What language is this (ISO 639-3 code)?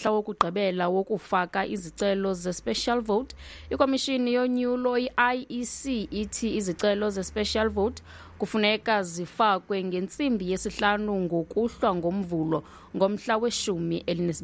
xho